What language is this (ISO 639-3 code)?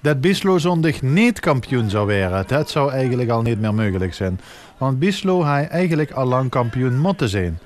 lim